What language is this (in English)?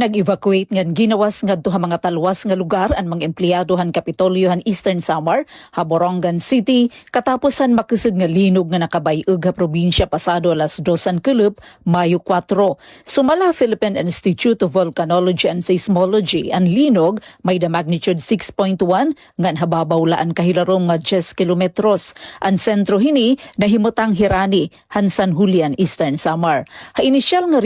Waray